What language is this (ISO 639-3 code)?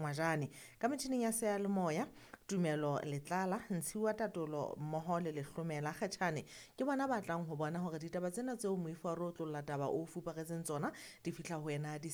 sot